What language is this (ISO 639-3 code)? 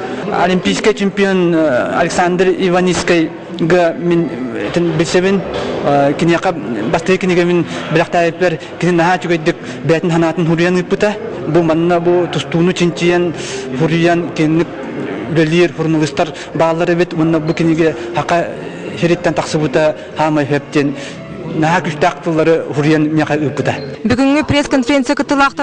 sah